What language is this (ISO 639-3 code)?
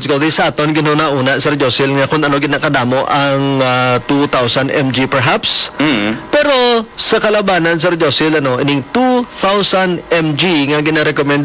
hil